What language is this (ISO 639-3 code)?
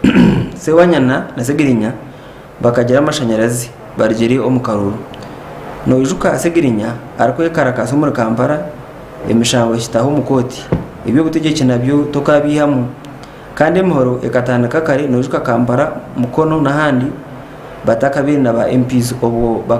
nyn